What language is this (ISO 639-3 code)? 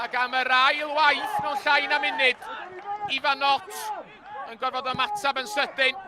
cym